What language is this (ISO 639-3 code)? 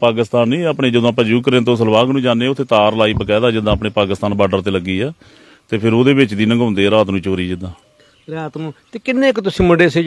pan